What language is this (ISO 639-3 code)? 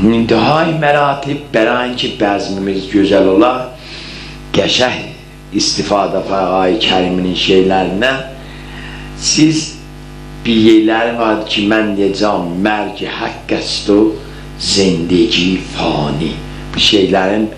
azb